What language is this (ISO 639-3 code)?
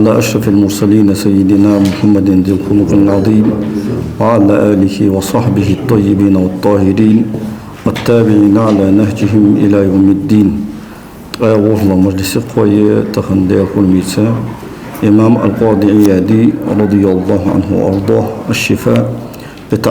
inh